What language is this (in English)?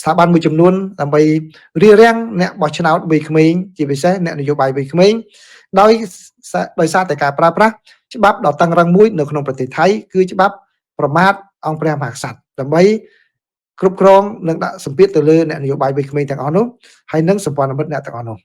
Khmer